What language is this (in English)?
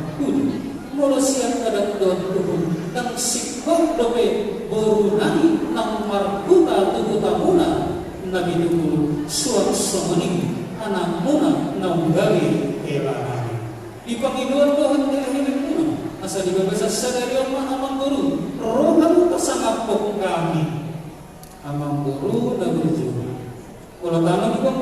Batak Toba